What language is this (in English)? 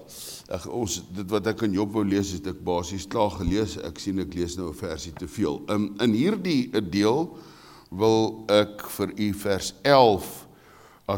Afrikaans